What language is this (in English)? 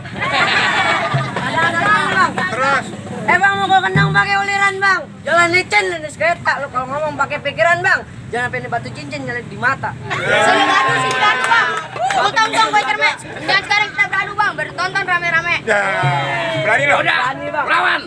Betawi